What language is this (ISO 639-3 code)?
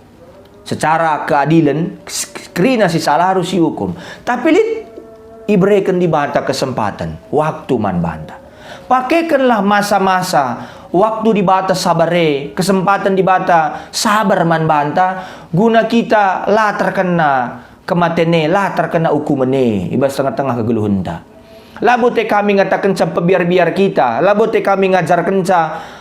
btx